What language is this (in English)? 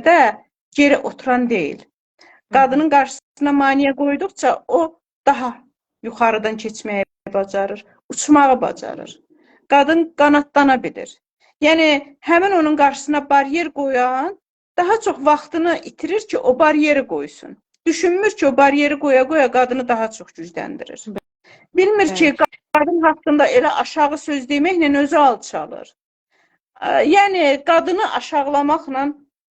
Azerbaijani